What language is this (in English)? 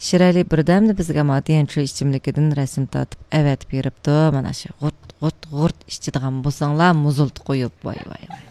Uyghur